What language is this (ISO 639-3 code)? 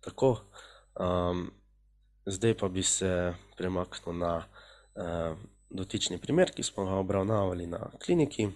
slv